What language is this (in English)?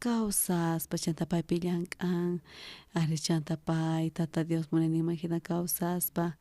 South Bolivian Quechua